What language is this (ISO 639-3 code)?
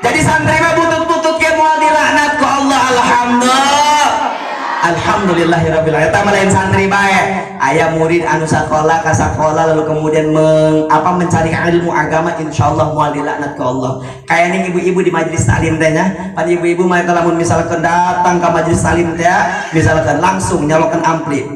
sun